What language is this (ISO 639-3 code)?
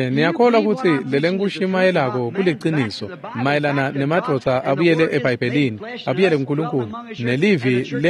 ssw